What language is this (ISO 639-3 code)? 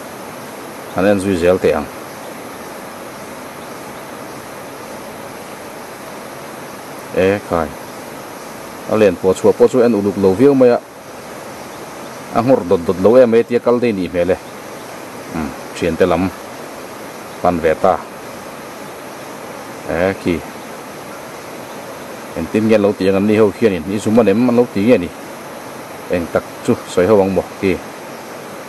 vie